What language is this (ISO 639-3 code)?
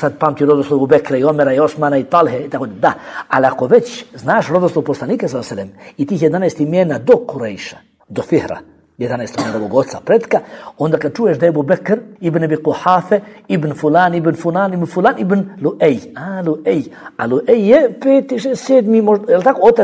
bos